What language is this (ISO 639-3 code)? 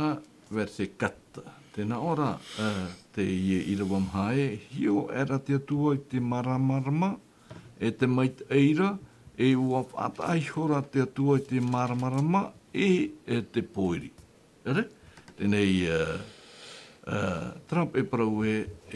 tah